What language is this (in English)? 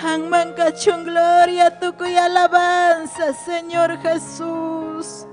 Ayacucho Quechua